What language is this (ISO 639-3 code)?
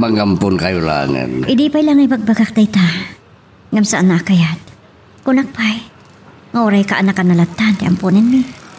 ilo